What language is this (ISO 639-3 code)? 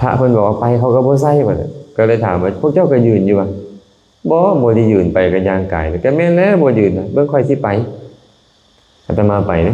lao